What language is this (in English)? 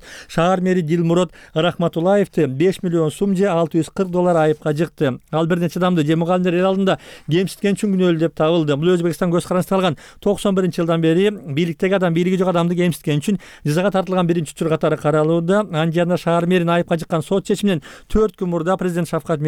Kyrgyz